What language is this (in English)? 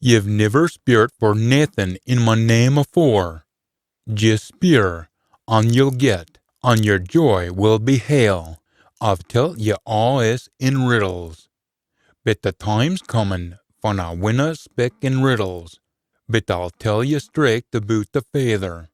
Scots